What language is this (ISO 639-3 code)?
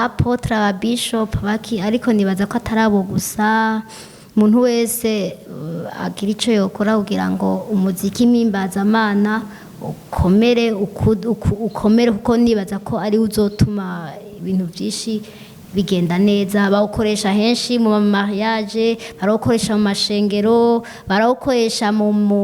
run